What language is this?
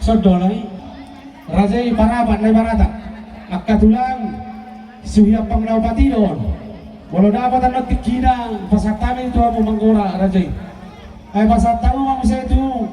Batak Toba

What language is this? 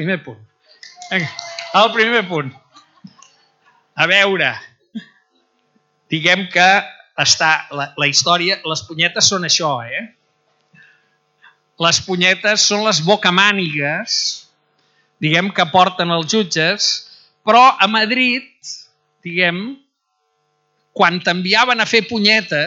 Catalan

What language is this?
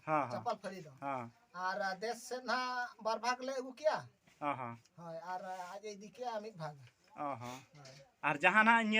Santali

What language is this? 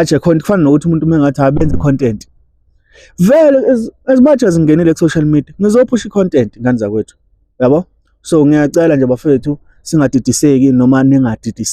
Zulu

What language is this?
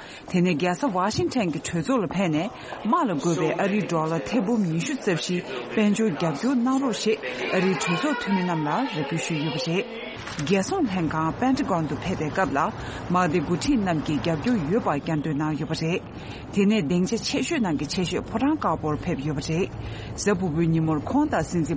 Tibetan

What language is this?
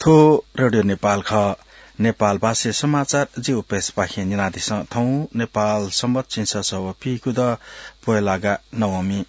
Newari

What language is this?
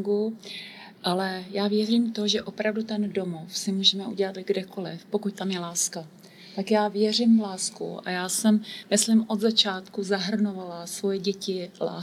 Czech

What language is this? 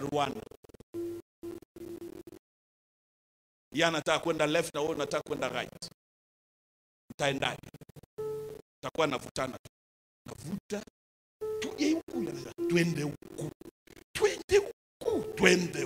Swahili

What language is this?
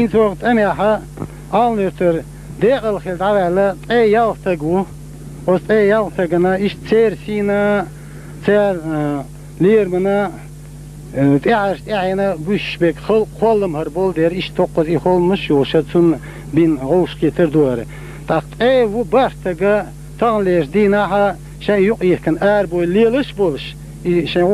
Chechen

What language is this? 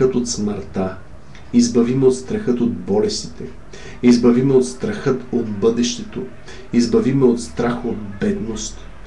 Bulgarian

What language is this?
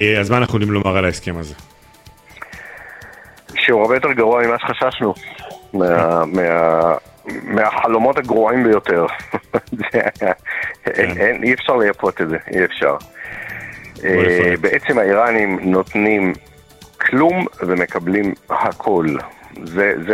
Hebrew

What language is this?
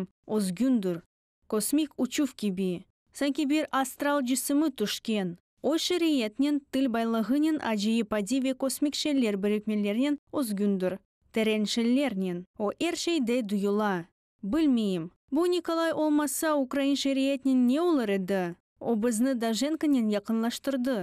Crimean Tatar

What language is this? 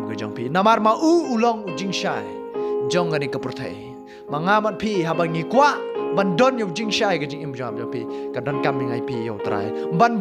Khasi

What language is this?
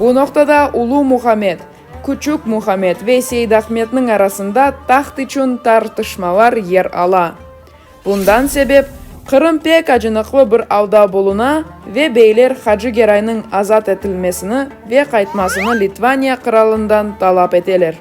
Crimean Tatar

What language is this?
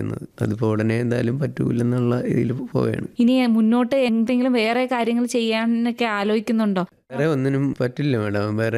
Malayalam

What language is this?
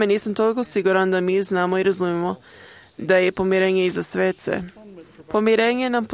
Croatian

